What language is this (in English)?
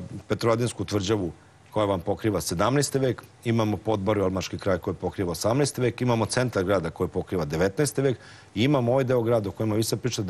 Serbian